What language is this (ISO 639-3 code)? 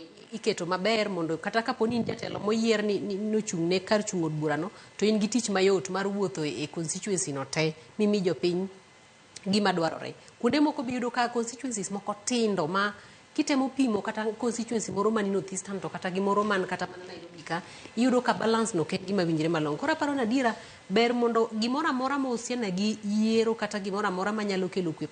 luo